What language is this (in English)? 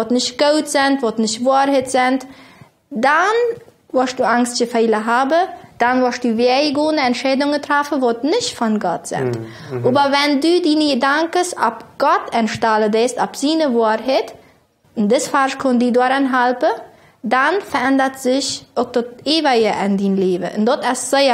Plautdietsch